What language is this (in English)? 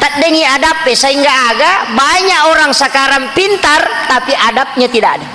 Buginese